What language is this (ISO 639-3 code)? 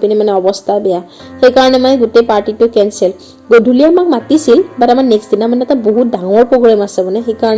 asm